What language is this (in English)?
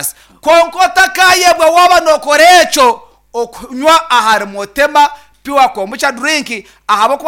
Nyankole